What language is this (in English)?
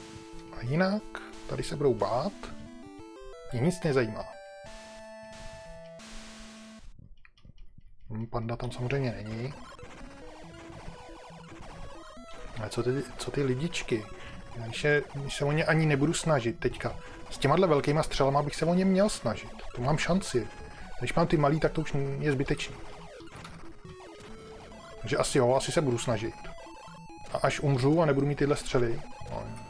Czech